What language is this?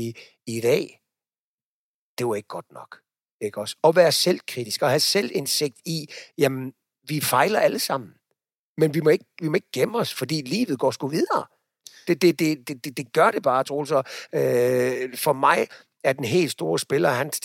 Danish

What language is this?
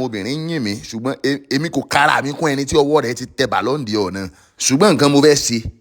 Yoruba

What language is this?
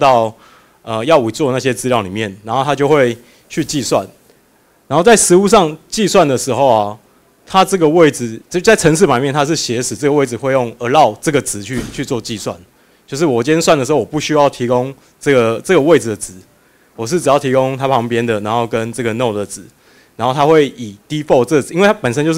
Chinese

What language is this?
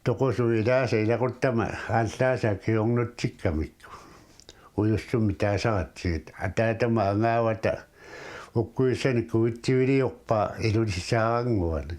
Kalaallisut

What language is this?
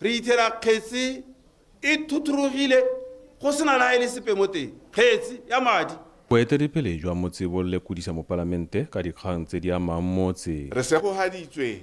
Tswana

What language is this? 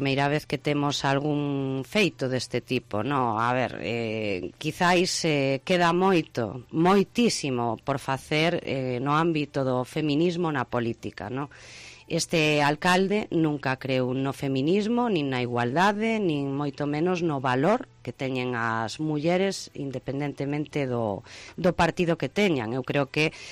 Galician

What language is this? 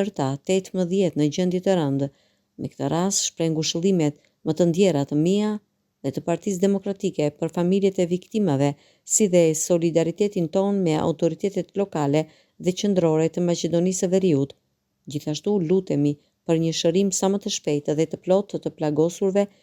Albanian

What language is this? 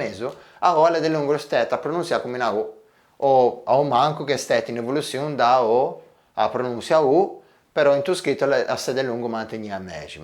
Ligurian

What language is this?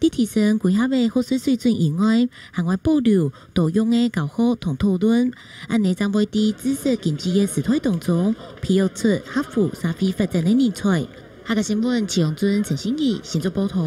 Hakka Chinese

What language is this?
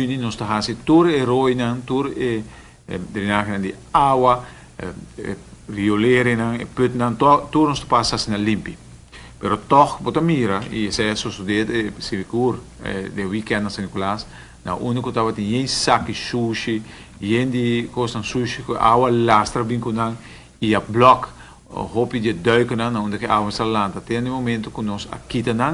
Papiamento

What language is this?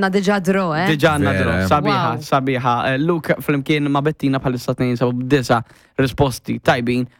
Maltese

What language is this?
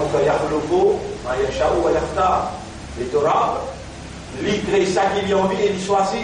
Morisyen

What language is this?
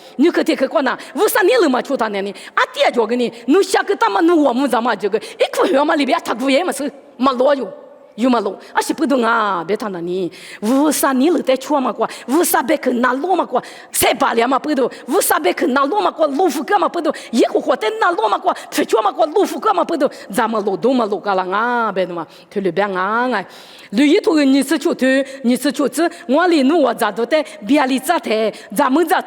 Lisu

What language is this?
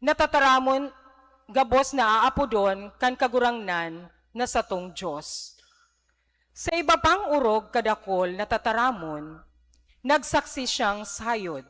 Bikol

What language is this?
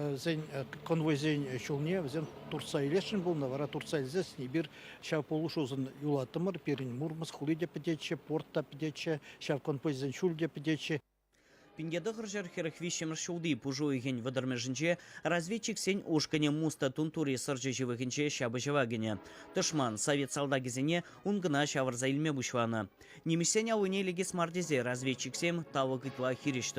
Chuvash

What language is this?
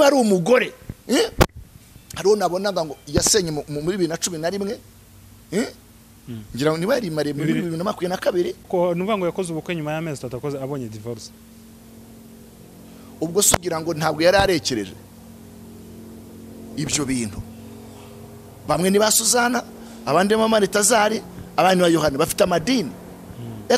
Kinyarwanda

